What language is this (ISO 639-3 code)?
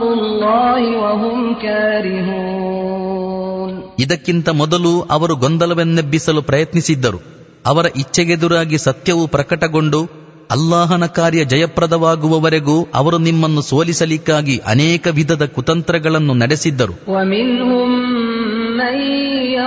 kan